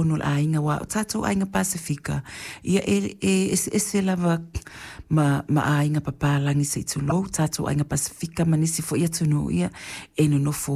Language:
Samoan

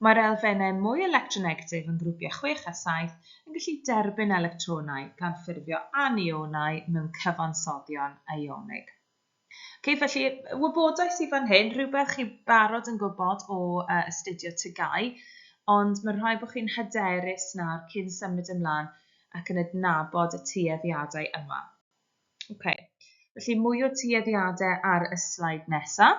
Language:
Welsh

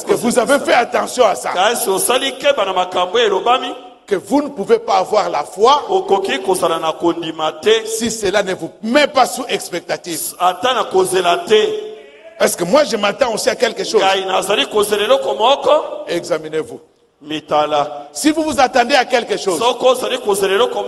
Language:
French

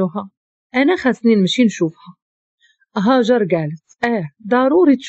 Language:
Moroccan Arabic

